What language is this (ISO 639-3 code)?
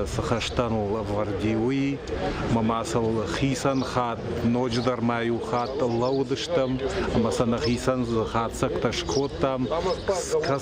oss